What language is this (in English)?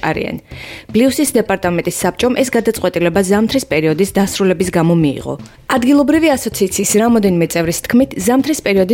Georgian